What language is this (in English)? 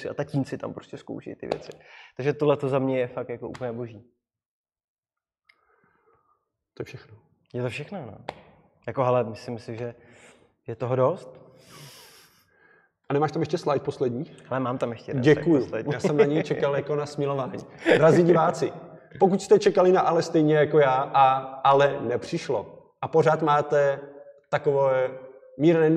Czech